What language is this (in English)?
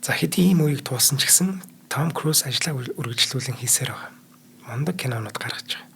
Mongolian